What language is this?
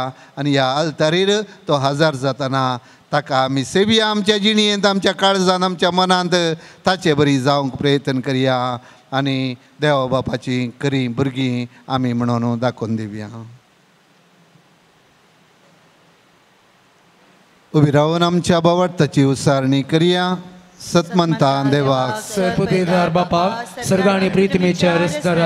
Konkani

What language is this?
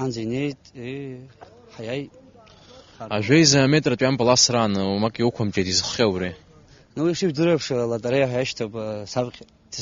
Abkhazian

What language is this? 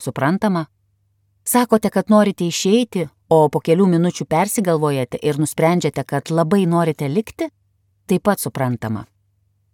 Lithuanian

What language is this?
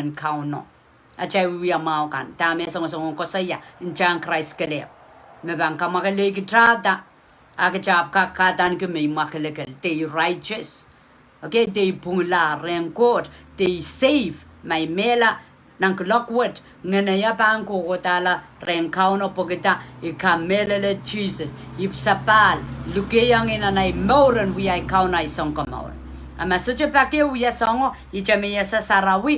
Pohnpeian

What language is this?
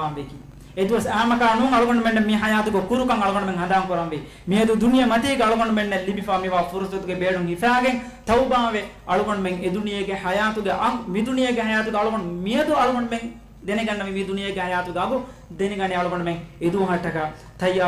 Divehi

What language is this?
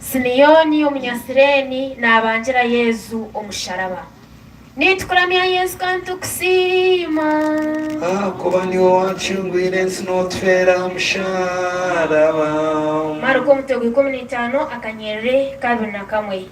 Nyankole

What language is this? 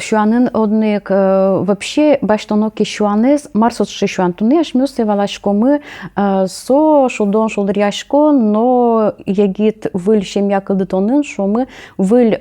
Udmurt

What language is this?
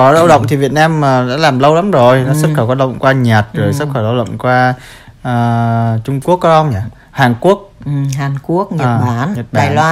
Vietnamese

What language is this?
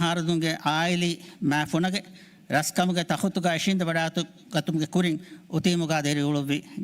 Divehi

